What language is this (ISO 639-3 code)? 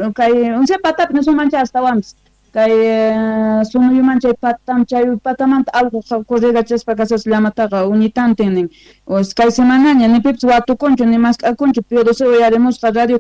que